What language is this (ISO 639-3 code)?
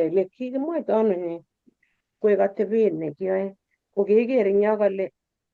kln